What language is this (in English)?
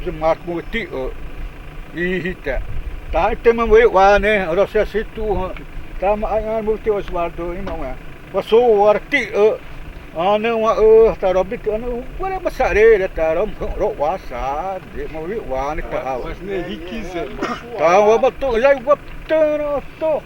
Xavánte